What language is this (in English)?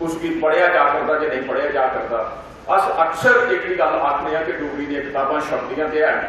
Dogri